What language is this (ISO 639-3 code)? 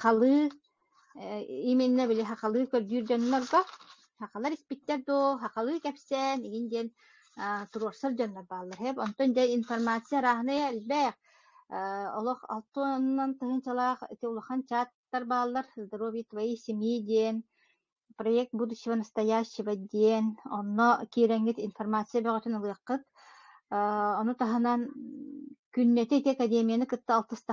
sah